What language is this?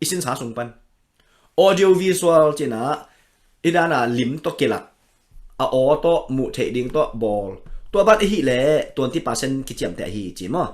Tedim Chin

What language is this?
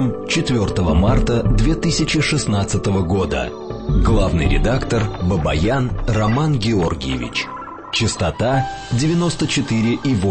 Russian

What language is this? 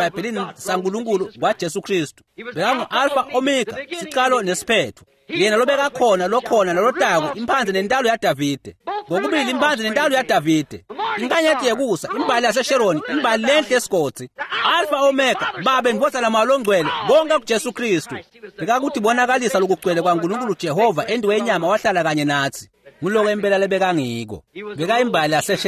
Swati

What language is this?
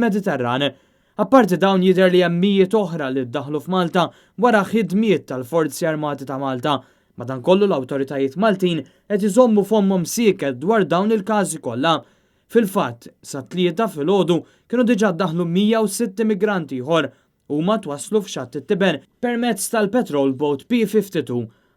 Maltese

